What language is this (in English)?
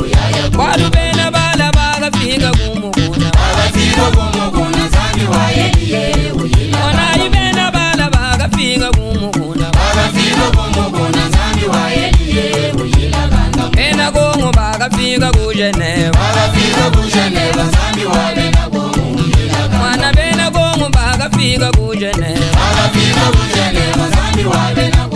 Luba-Lulua